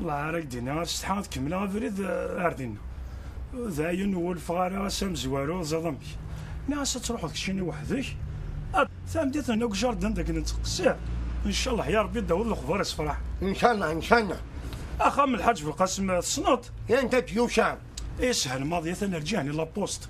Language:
Kabyle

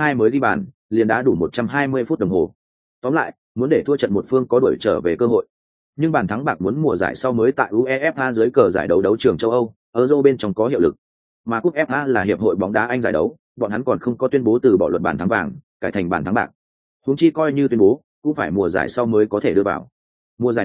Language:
Vietnamese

